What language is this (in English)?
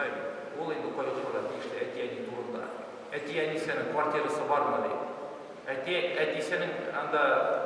Tatar